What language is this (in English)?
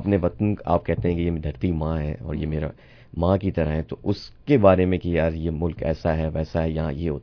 Hindi